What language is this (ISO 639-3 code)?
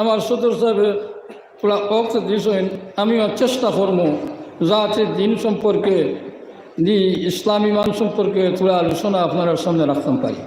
syl